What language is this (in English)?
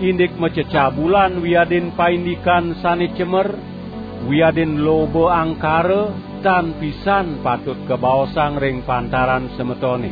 Balinese